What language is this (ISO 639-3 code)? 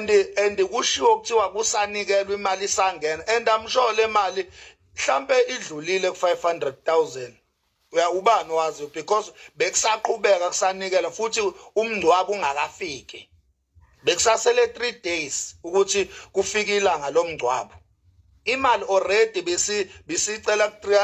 zul